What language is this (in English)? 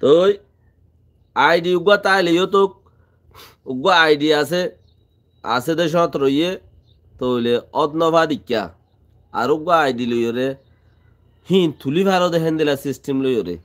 Rohingya